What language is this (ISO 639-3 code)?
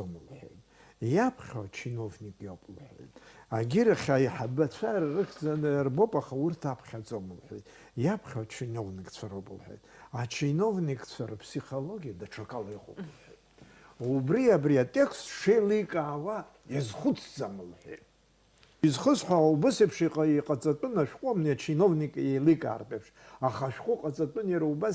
abk